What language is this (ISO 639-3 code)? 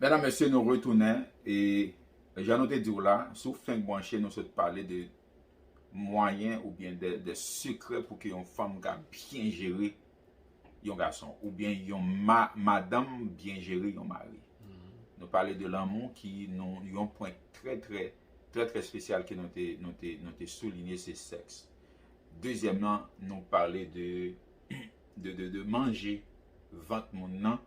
hat